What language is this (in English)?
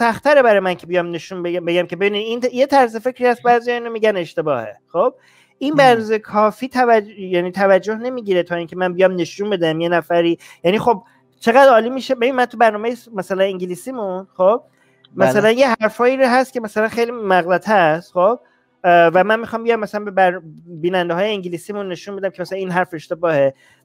Persian